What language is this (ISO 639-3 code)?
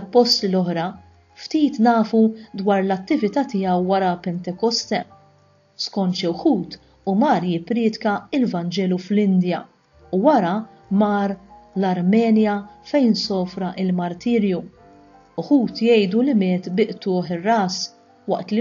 mlt